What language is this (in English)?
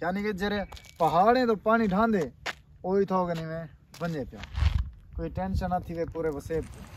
Saraiki